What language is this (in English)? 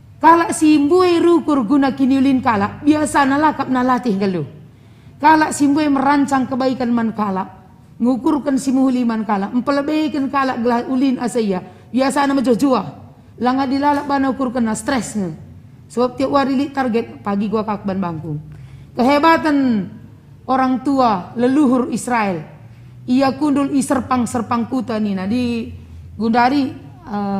Batak Karo